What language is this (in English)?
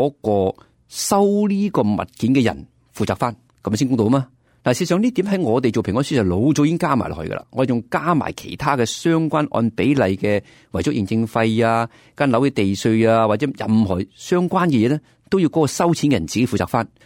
Cantonese